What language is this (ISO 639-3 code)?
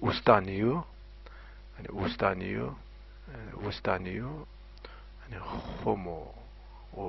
zza